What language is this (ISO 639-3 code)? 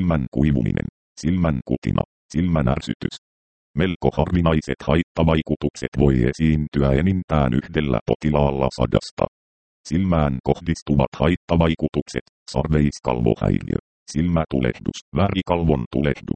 fin